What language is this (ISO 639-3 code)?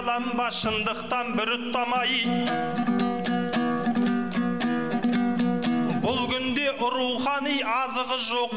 kaz